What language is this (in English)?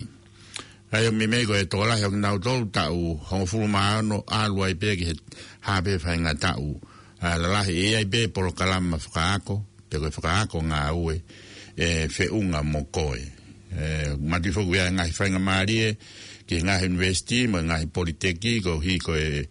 Tongan